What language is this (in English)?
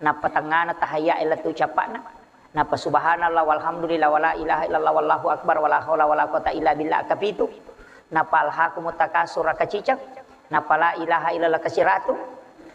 Buginese